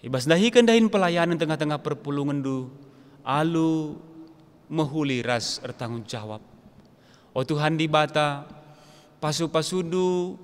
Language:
Batak Karo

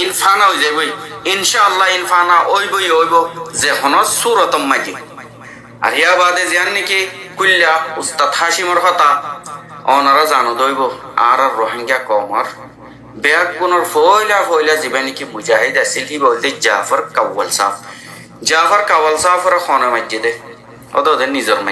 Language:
Rohingya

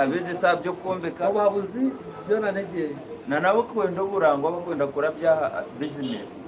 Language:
Nyankole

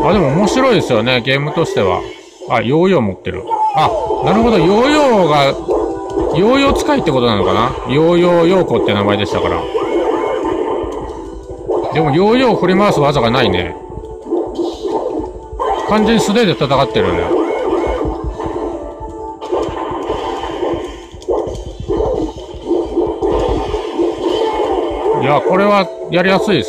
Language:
Japanese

